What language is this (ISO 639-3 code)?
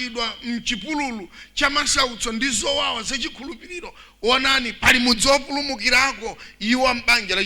nya